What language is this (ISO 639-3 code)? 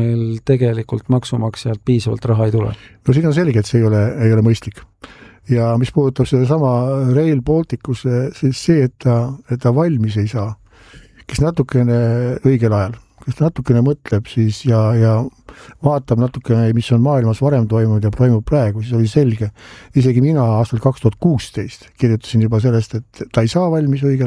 est